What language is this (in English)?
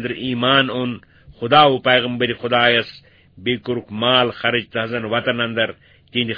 Kashmiri